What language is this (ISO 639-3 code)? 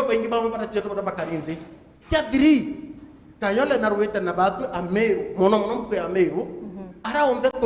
mer